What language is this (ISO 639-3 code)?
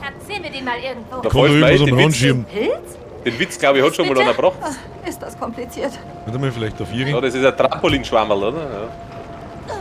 bar